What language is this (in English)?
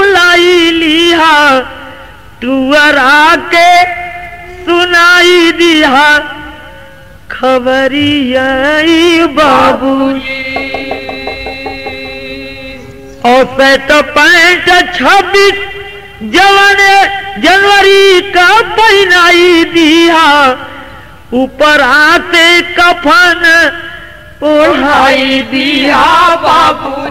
Bhojpuri